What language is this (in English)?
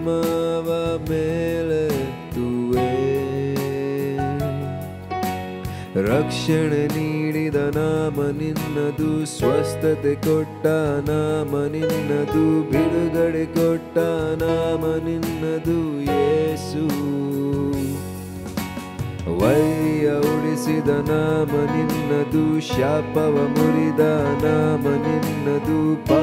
Kannada